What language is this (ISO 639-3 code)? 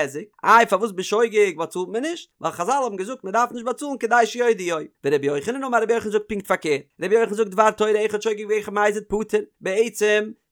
yid